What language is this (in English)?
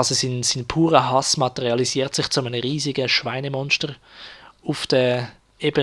Swiss German